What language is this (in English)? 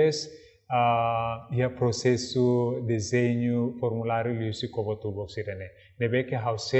Tetum